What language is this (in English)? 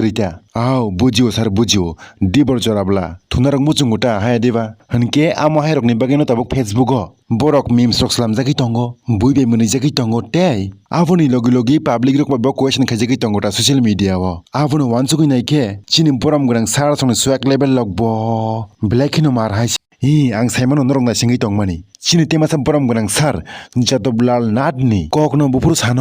Kok Borok